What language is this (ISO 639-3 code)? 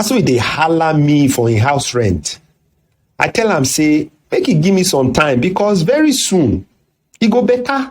pcm